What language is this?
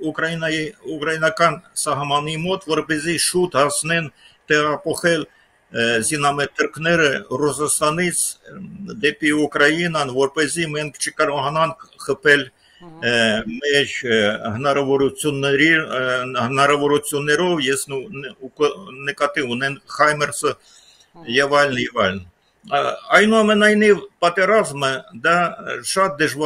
Armenian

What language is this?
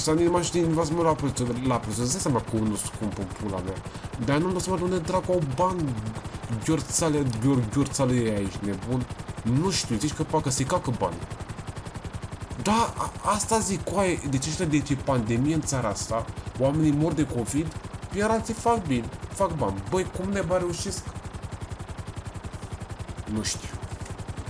Romanian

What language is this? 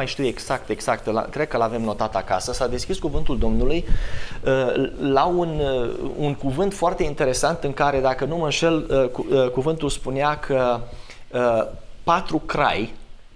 Romanian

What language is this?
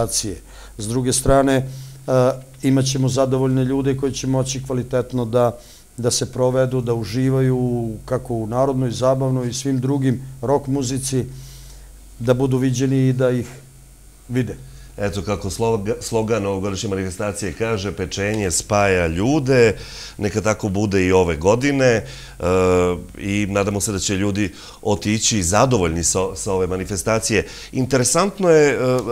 Serbian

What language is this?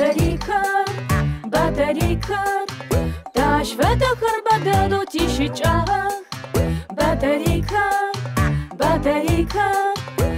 Adyghe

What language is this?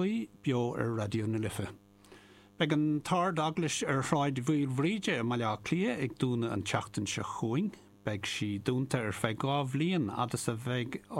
Irish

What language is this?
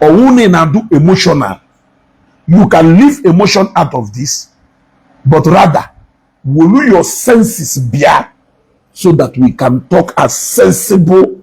Igbo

